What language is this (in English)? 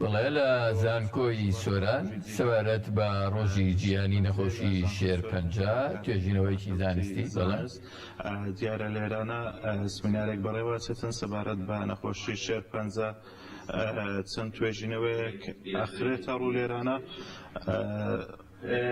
Central Kurdish